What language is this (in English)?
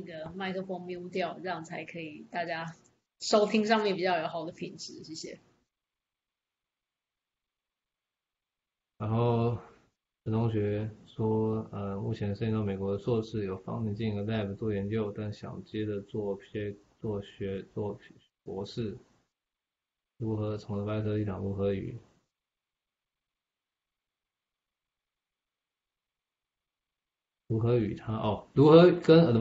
Chinese